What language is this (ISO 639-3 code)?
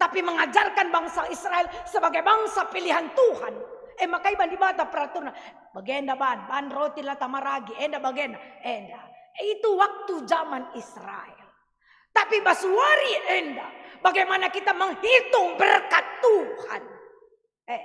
btx